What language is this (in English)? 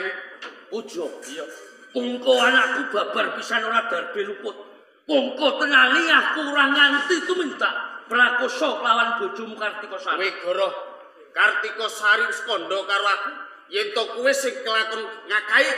Javanese